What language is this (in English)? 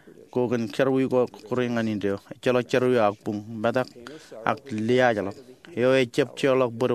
Marshallese